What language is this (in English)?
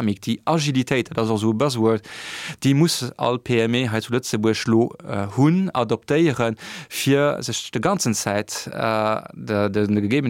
Luxembourgish